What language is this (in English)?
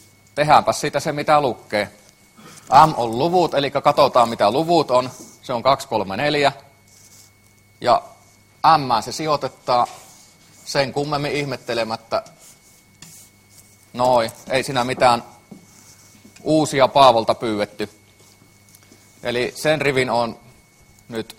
Finnish